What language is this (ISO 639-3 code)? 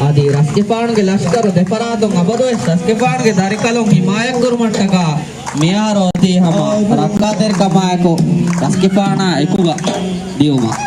div